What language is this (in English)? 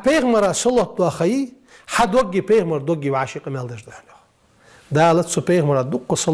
Ingush